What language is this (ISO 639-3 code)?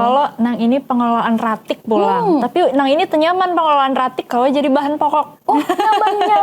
bjn